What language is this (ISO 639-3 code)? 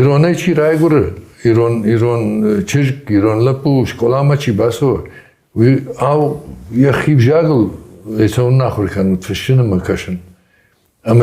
oss